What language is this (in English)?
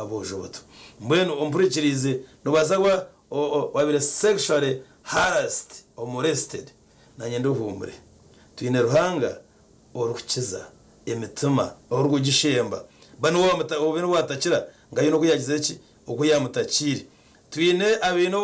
Nyankole